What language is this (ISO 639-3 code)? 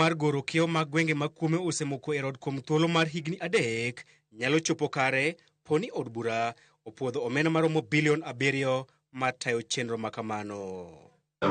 luo